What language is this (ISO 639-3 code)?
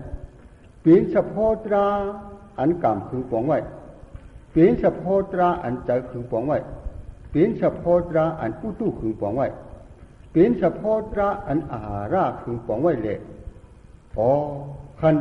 shn